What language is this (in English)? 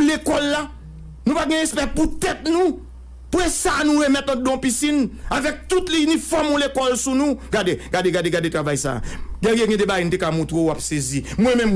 Haitian Creole